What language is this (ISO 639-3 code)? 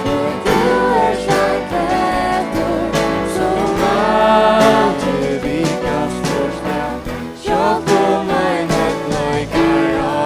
fao